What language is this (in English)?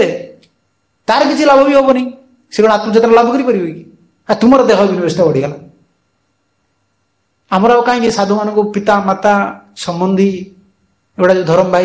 Odia